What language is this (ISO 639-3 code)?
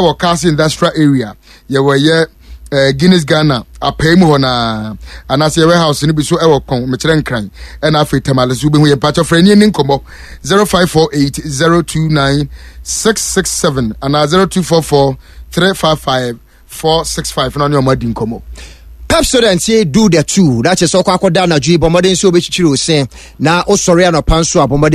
aka